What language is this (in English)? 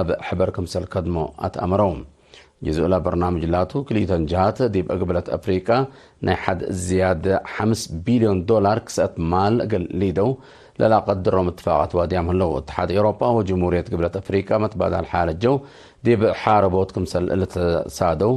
Tigre